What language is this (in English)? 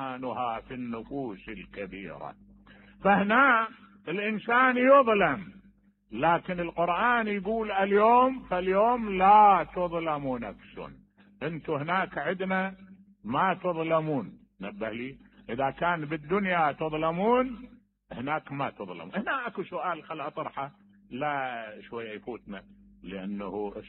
Mesopotamian Arabic